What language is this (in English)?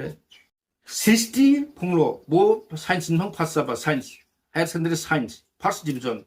Dimasa